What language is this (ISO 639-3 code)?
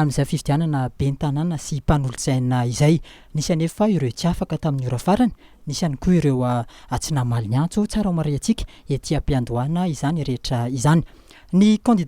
mlg